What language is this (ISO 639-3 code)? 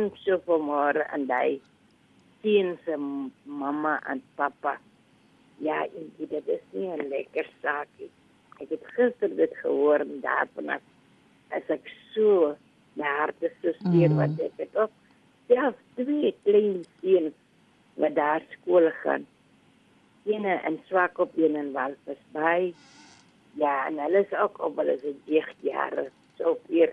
afr